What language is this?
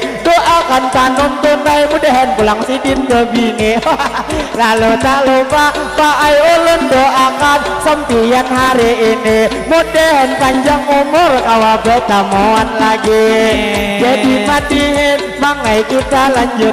Banjar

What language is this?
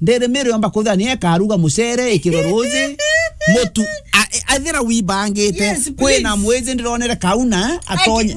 Meru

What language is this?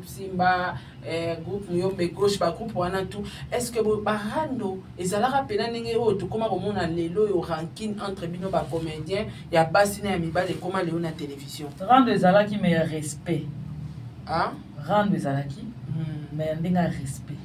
Lingala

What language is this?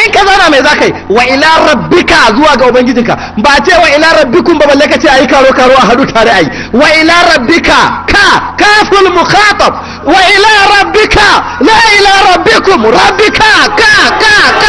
Hausa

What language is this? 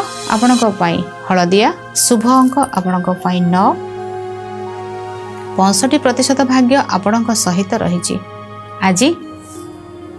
Odia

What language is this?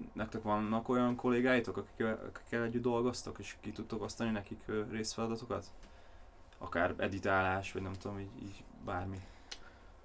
Hungarian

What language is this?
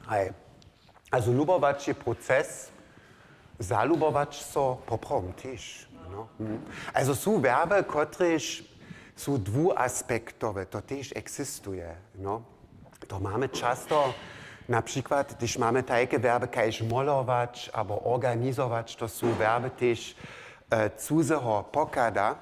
Upper Sorbian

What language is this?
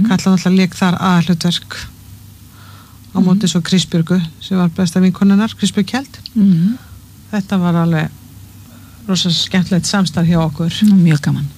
Icelandic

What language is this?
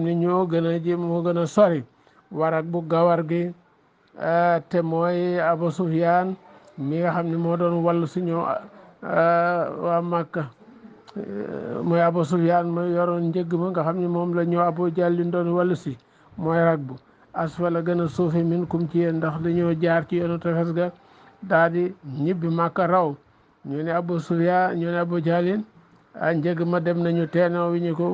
Wolof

